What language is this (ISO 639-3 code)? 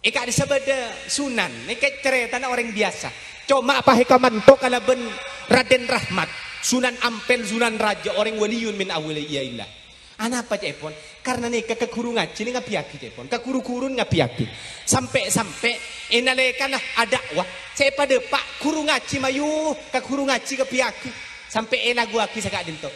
mad